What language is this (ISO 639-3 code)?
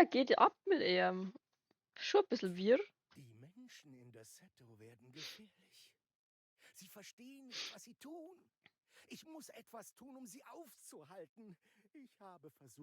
bar